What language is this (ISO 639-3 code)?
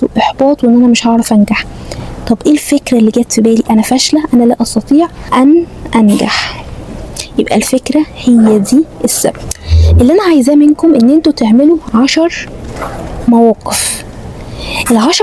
arz